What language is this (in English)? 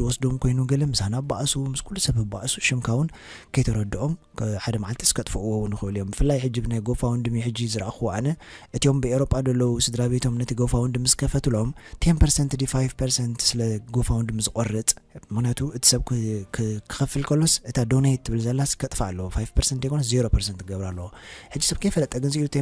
Tigrinya